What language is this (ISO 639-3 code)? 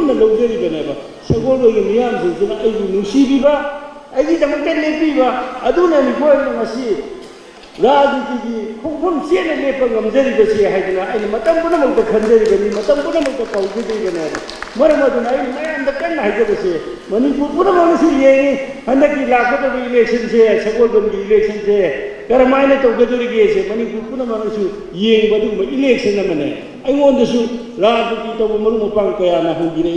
mni